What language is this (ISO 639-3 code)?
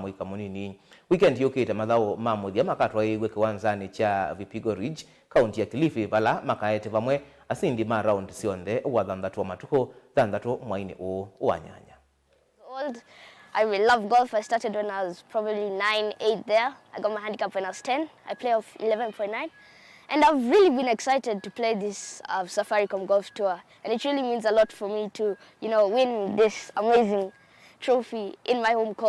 kam